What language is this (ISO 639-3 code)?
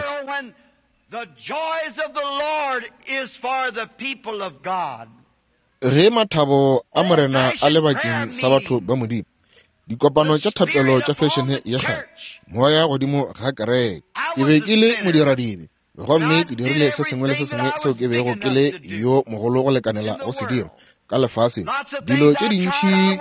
nso